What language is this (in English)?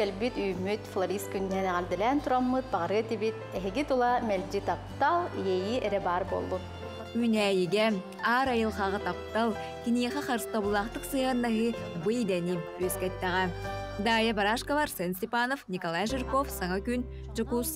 Yakut